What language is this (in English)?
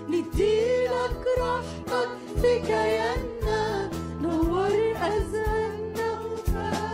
Egyptian Arabic